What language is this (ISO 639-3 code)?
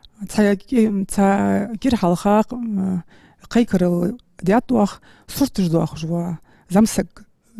inh